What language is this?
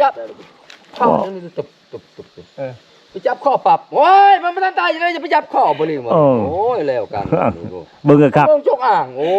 Lao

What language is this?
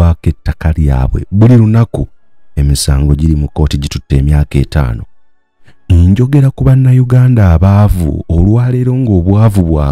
Ganda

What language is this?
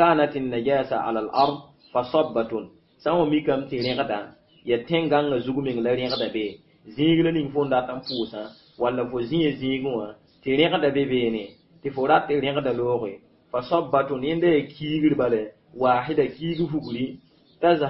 Mossi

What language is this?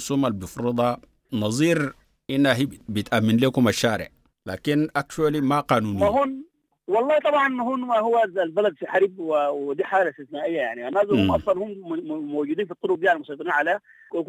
Sudanese Arabic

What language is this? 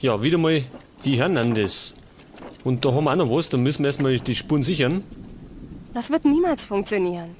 Bavarian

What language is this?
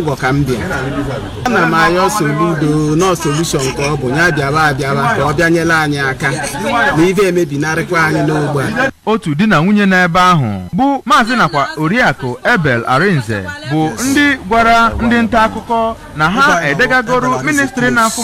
Igbo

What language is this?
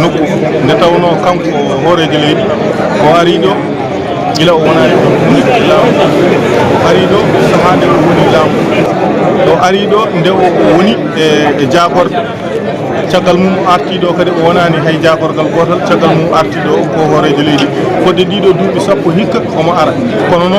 Fula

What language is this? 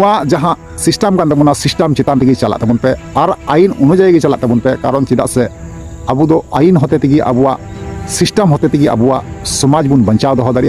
Santali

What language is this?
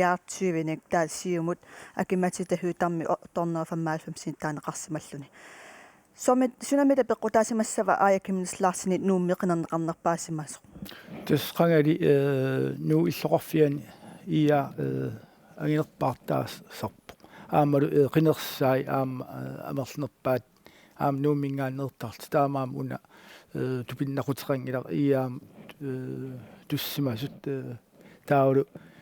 Kalaallisut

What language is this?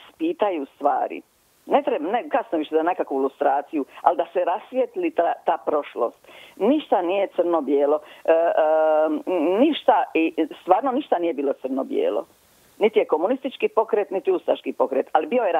Croatian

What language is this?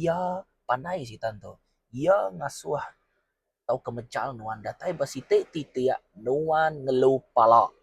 Iban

